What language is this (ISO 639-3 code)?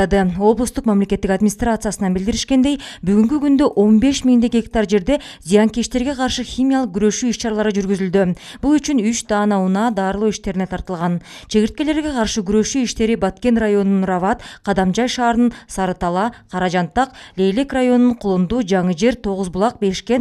kir